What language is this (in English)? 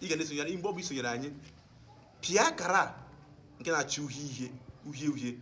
Igbo